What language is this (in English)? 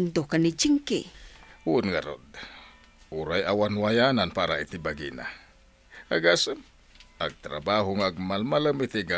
Iloko